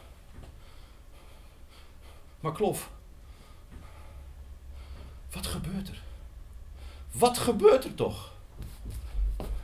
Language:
Dutch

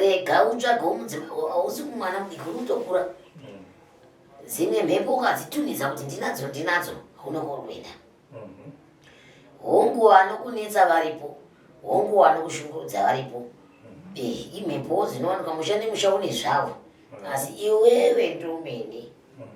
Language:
Shona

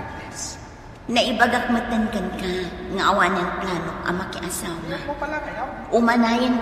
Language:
Iloko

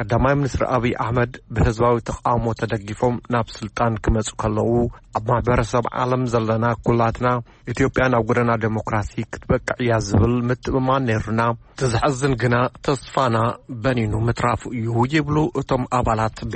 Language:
Tigrinya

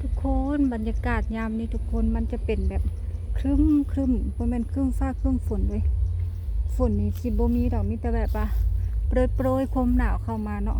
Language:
Lao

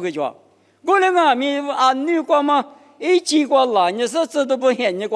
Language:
Lisu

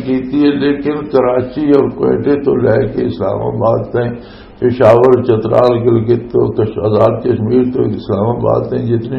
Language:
Western Panjabi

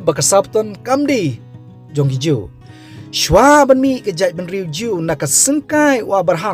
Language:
Khasi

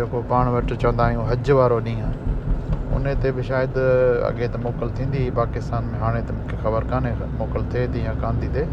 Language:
Sindhi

